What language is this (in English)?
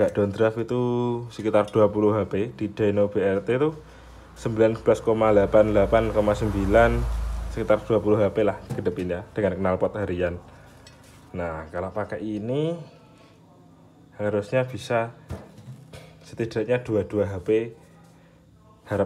Indonesian